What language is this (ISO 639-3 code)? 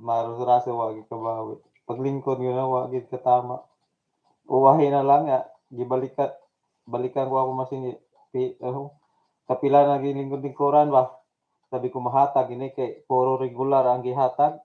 ceb